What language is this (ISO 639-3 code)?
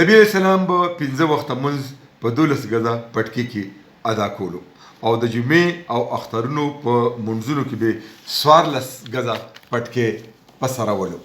pus